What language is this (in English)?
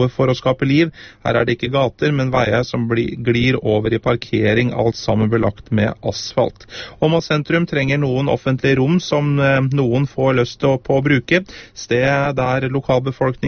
Norwegian